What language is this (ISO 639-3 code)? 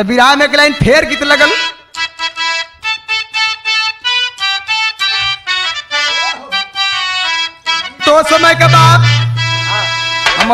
bho